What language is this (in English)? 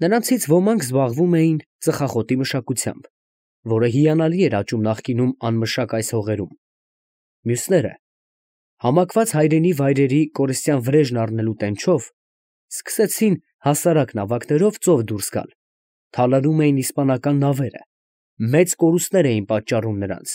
Armenian